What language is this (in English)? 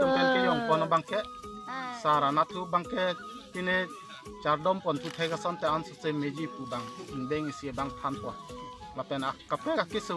Karbi